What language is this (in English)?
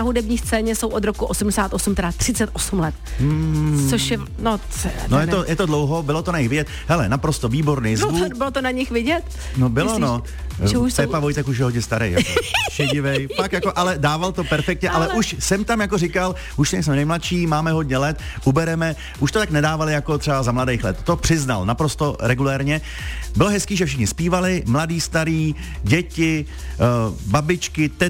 Czech